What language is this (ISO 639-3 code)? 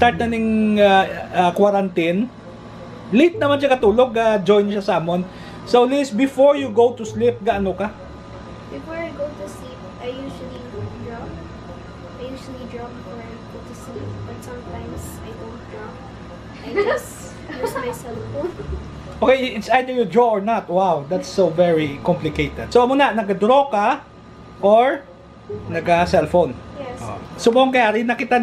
hil